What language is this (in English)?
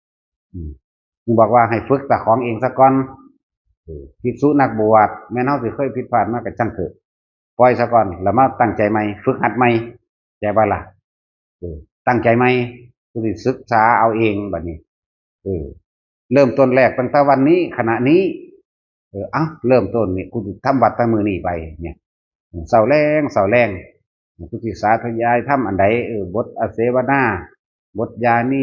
Northeastern Thai